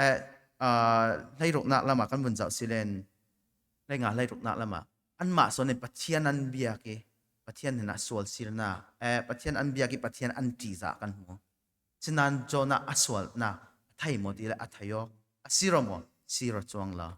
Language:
Falam Chin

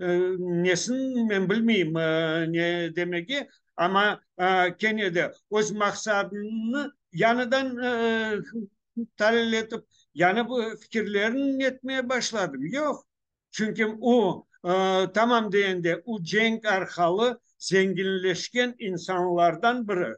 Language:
Crimean Tatar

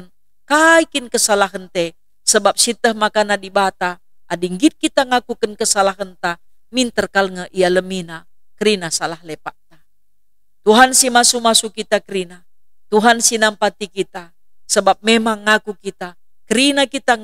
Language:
Batak Karo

